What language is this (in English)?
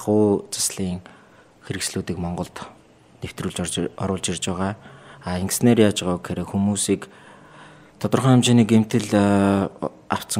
Mongolian